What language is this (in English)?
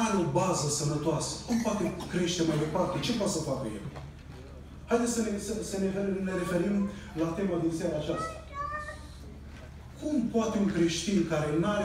Romanian